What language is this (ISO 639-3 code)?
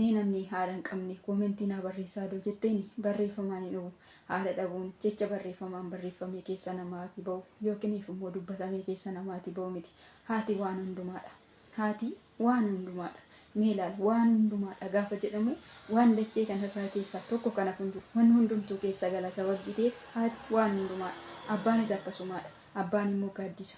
orm